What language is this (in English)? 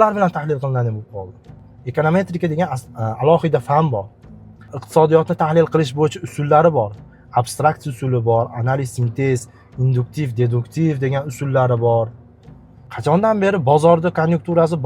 Uzbek